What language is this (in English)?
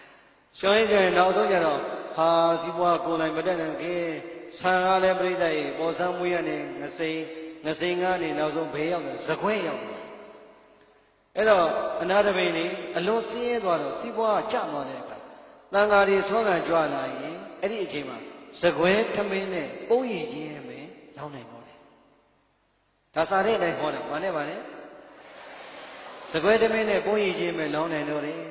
Burmese